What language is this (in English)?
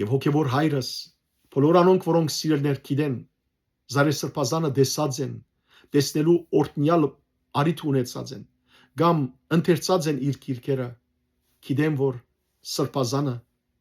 Western Armenian